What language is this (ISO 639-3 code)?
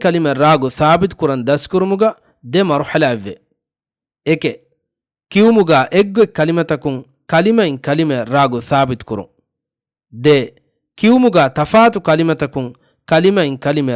div